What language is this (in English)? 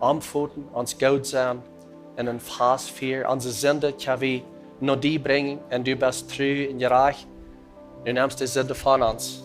Plautdietsch